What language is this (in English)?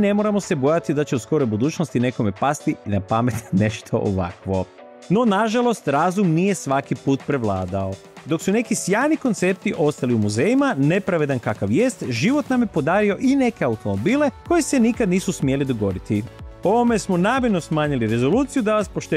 Croatian